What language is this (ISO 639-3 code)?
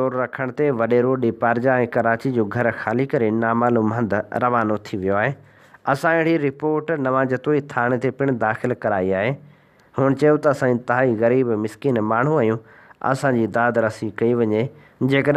snd